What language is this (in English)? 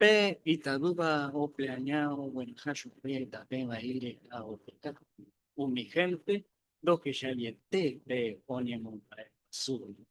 Guarani